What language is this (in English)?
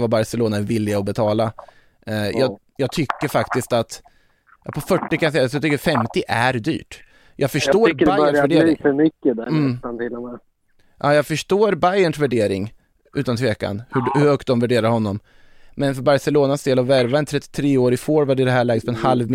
Swedish